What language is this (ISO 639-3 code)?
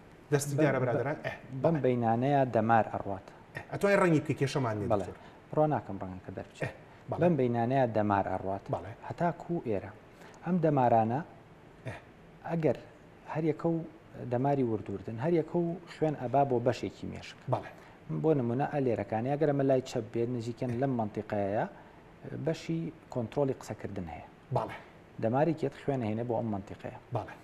ckb